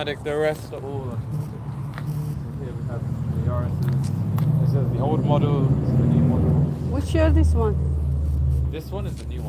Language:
Algerian Arabic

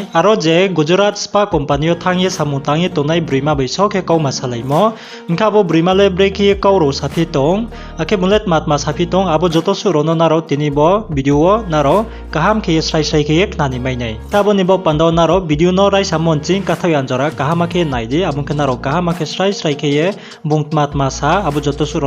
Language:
Riang (India)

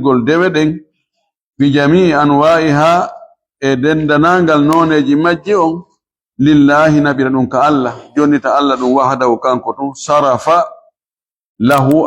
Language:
Fula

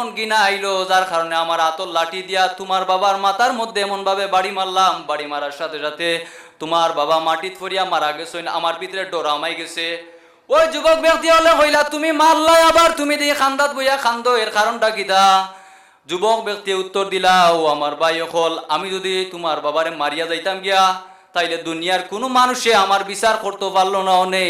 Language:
Sylheti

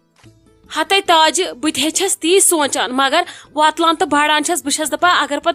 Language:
Kashmiri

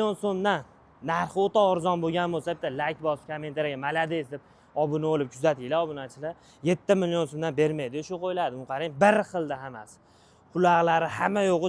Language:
Uzbek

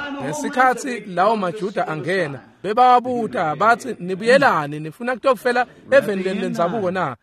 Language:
Swati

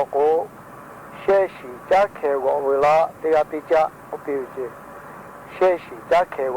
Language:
Lahu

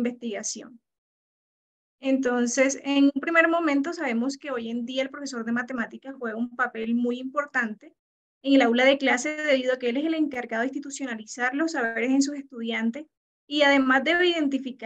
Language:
Spanish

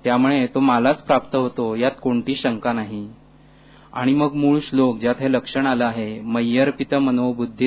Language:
Marathi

